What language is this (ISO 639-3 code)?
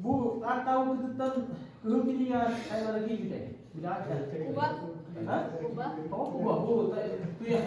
sah